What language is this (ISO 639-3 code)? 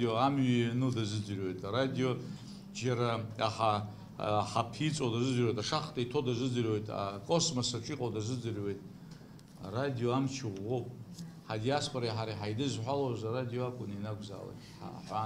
abk